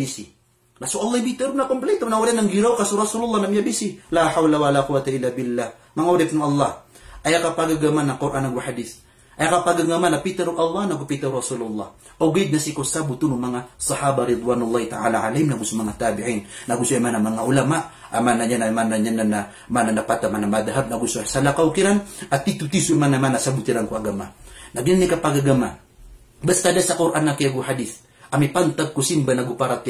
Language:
Maranao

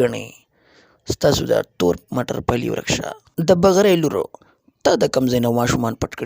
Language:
Pashto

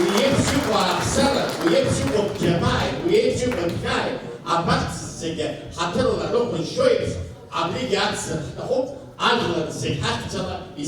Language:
Abkhazian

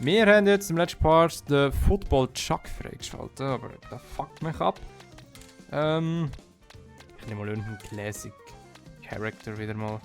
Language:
Swiss German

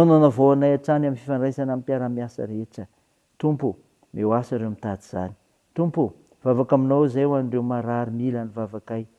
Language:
Malagasy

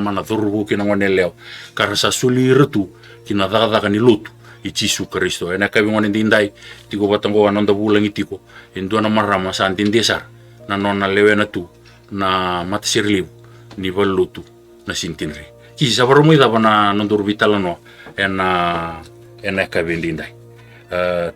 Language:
Fijian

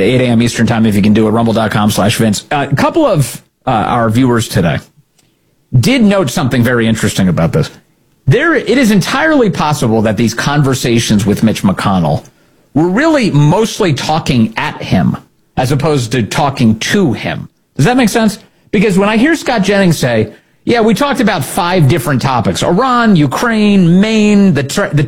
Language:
English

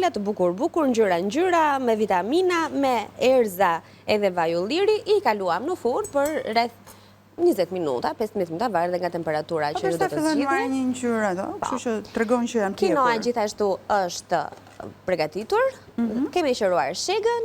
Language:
Albanian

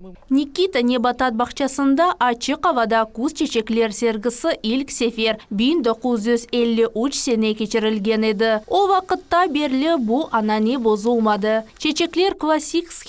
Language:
Crimean Tatar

